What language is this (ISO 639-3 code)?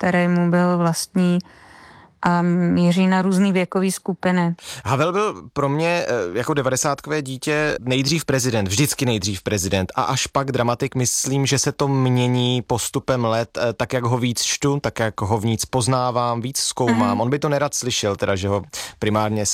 ces